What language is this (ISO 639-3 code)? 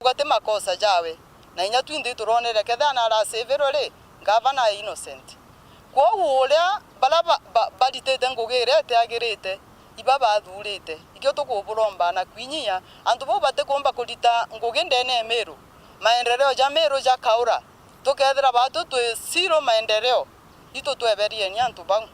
mer